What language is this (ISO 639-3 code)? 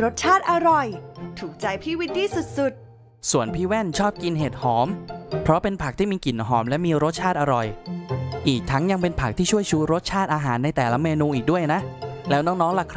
tha